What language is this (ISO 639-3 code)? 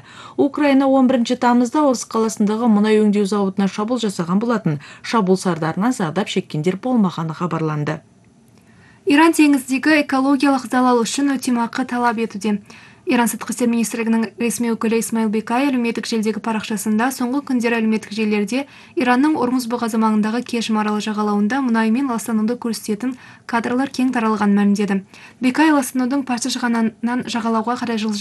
kaz